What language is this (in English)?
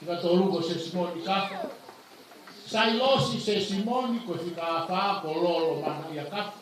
Tongan